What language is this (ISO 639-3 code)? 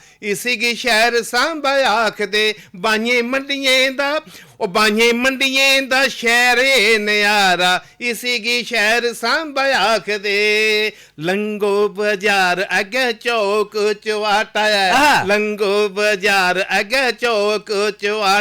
doi